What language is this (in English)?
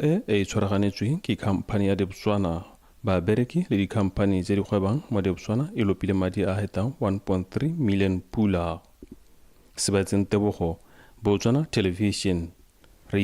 Tswana